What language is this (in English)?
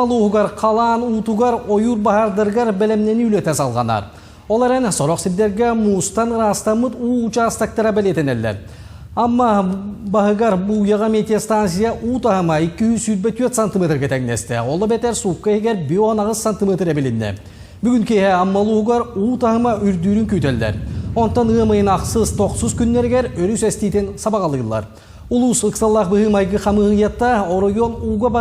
Yakut